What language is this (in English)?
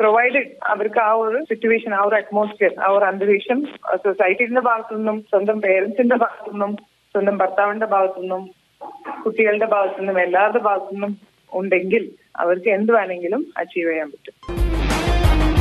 Malayalam